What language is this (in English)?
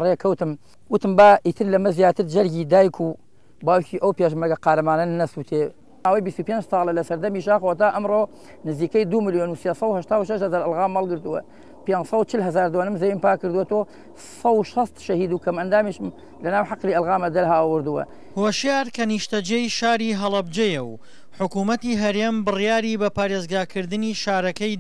Central Kurdish